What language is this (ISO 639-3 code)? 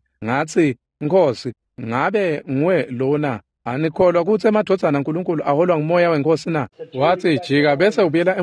ssw